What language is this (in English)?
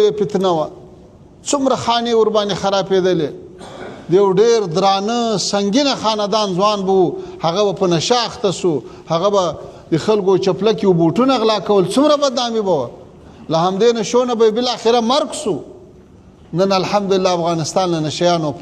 Pashto